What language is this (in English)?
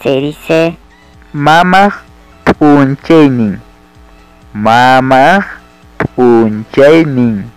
Ayacucho Quechua